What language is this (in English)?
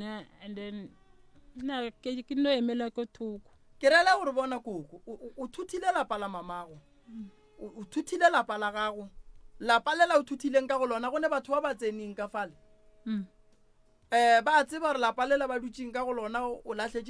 Northern Sotho